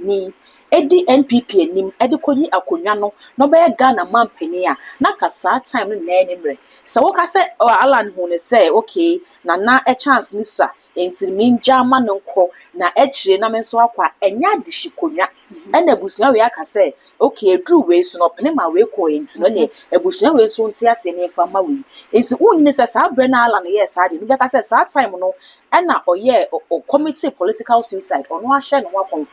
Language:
Akan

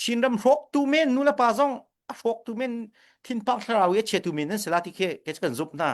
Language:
Hakha Chin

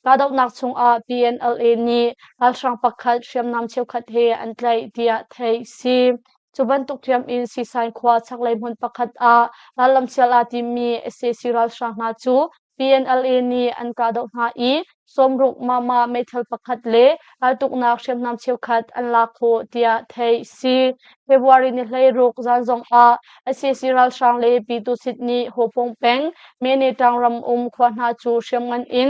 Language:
Hakha Chin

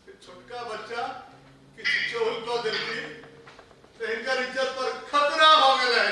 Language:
Maithili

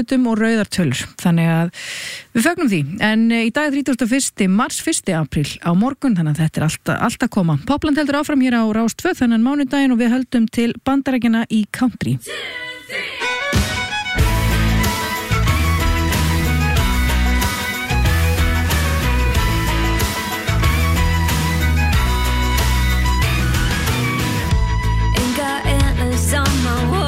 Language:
Icelandic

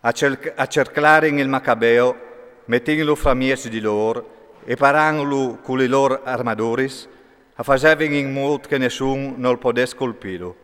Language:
Friulian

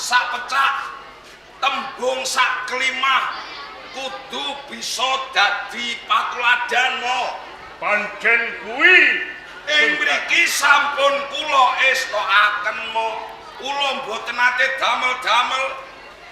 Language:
Javanese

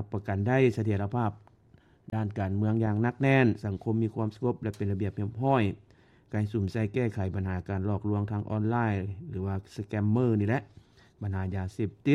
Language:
Lao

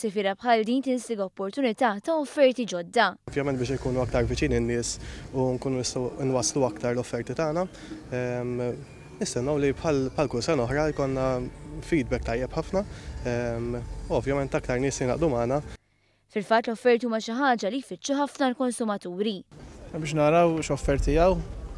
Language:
Maltese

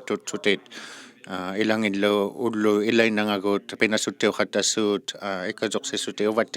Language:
Inuktitut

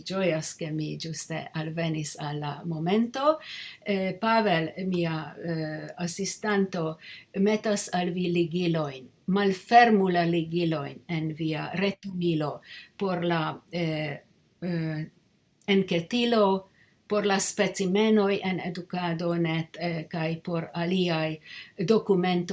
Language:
Esperanto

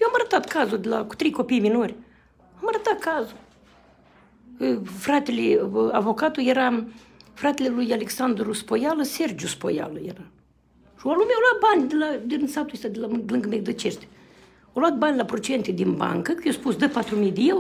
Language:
Romanian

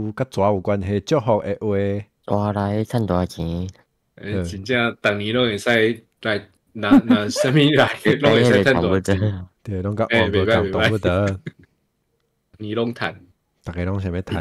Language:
Min Nan Chinese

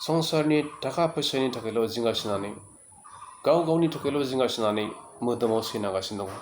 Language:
Bodo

